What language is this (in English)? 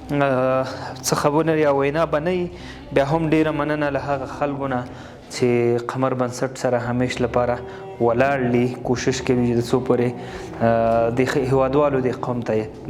Pashto